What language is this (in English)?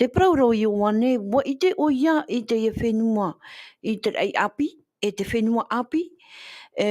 Tahitian